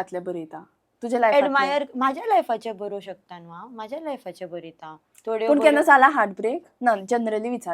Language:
Konkani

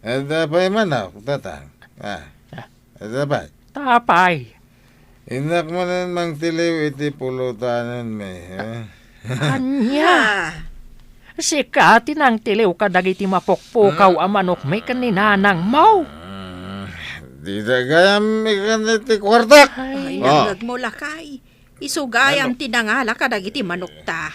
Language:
Iloko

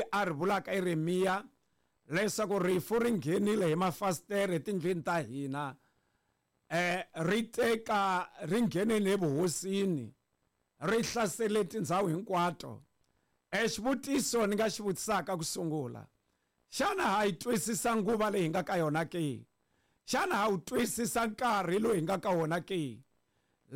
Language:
Tsonga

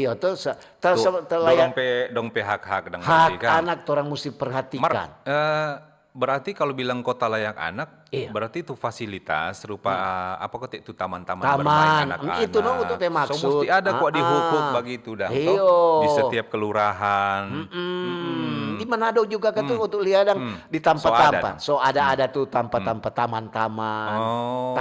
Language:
Manado Malay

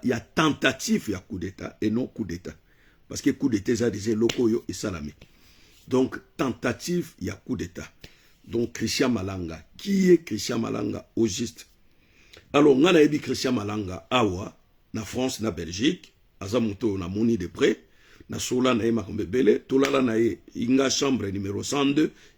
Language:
Lingala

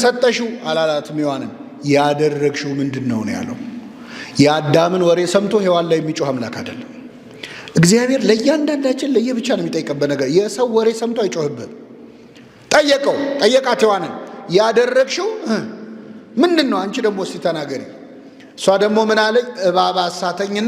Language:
Amharic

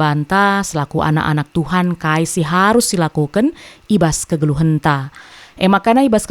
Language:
Batak Karo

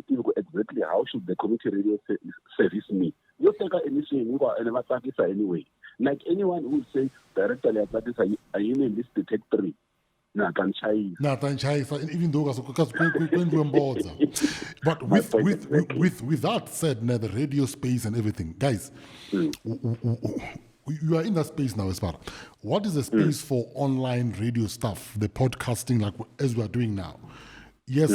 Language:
Tsonga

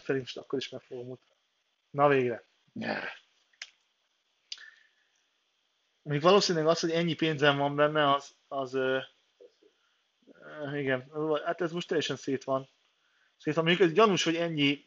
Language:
Hungarian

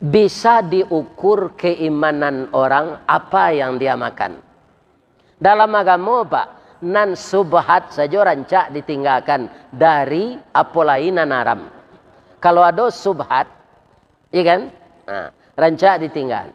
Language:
Minangkabau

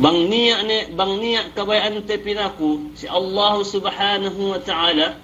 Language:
Yakan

